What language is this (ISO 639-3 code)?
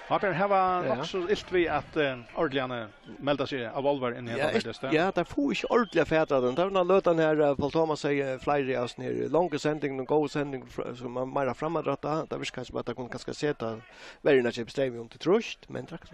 fao